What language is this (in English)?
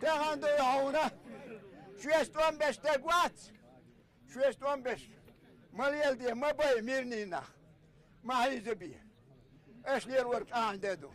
Chechen